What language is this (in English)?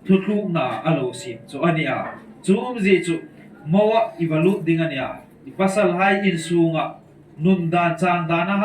Hmar